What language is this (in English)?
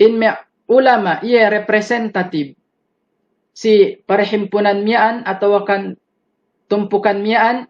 Yakan